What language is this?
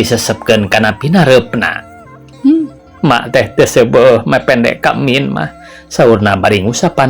Sundanese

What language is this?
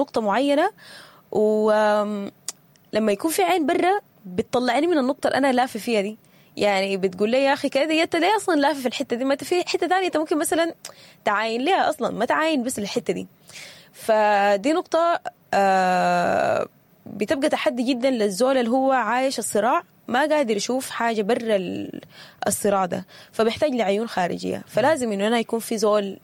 Sudanese Arabic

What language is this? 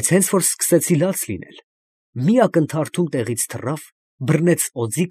Armenian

